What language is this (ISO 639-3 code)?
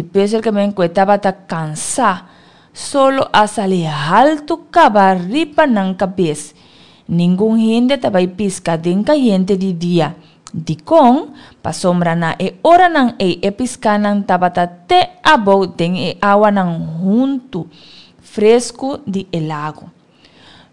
pap